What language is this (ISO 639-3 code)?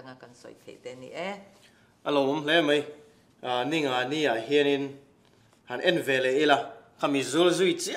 lus